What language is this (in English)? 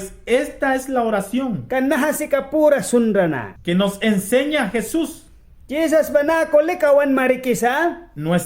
Mískito